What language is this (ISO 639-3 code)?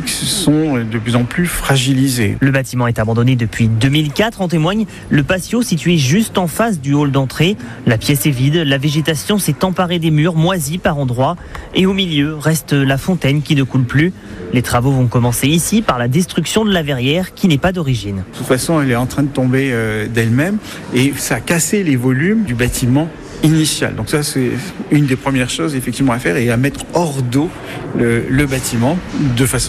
fra